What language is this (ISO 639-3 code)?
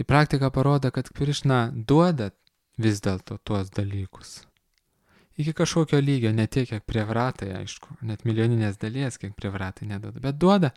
lit